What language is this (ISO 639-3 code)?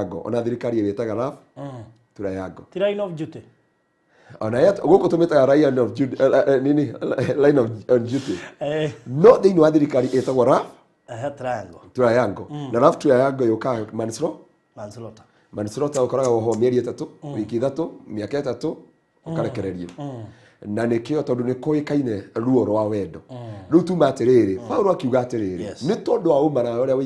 kik